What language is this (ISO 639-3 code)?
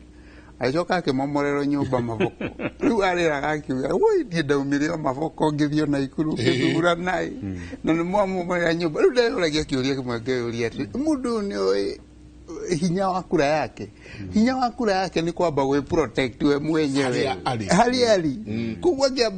kik